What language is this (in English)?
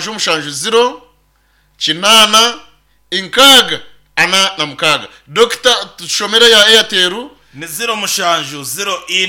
Nyankole